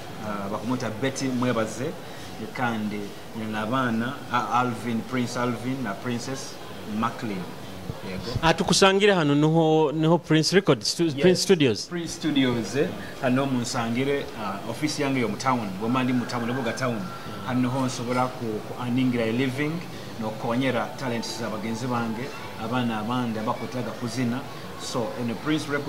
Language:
Nyoro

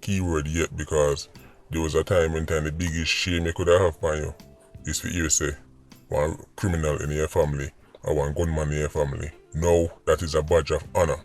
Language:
Jamaican Creole English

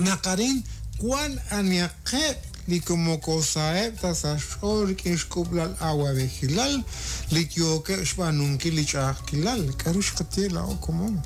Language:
Kekchí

